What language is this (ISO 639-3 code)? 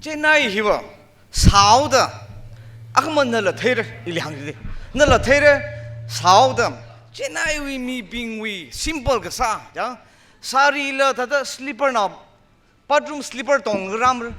nmf